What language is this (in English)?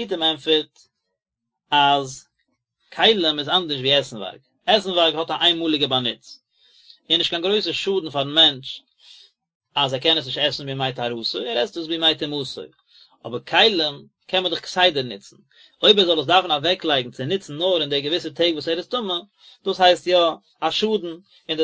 Yiddish